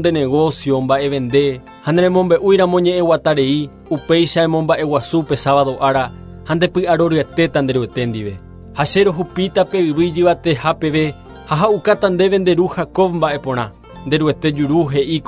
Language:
Guarani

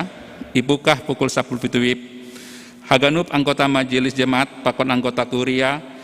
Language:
Batak Simalungun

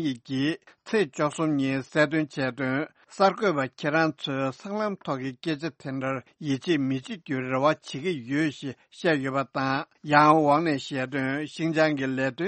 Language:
Tibetan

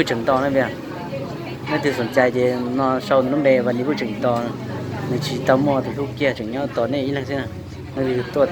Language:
Hmong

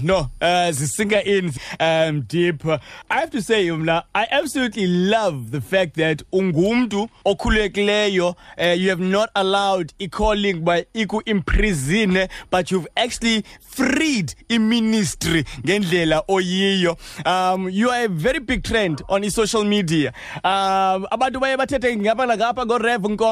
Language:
Xhosa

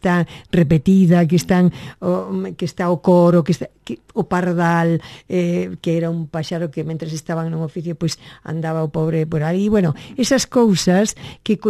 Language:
Galician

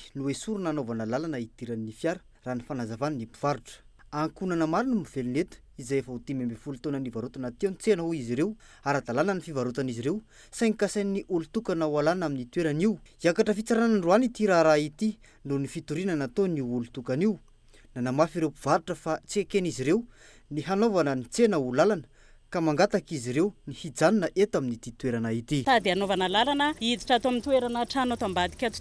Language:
Malagasy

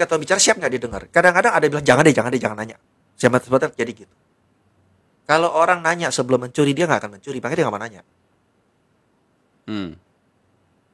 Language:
Indonesian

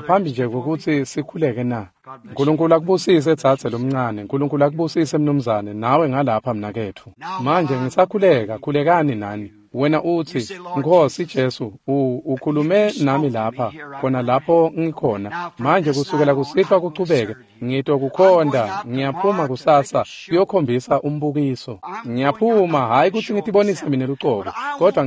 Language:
Swati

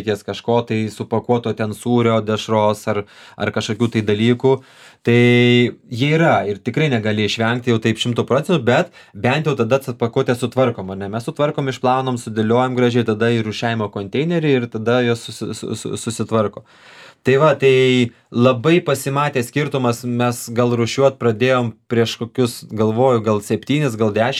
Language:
Lithuanian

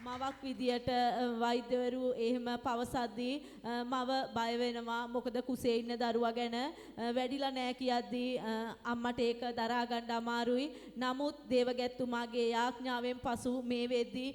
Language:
Sinhala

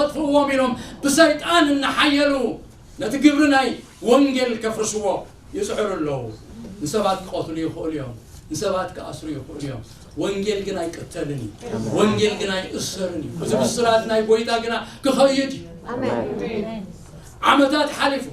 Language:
Tigrinya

